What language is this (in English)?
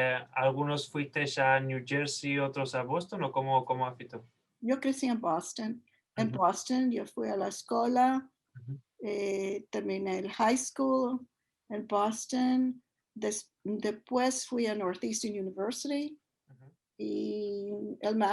Ladino